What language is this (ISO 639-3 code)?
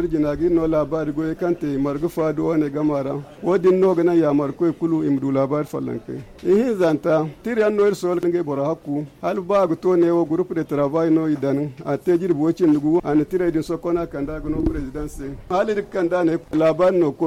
dje